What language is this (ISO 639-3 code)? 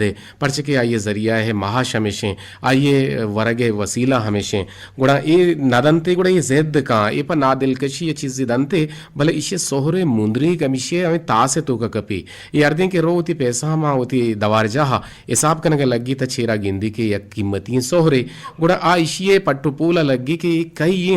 bgp